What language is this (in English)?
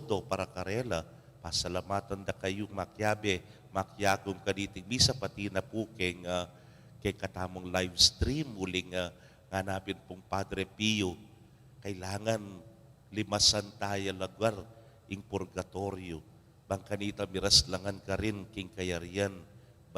Pampanga